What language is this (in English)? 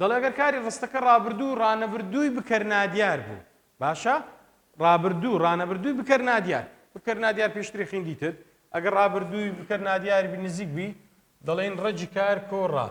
Central Kurdish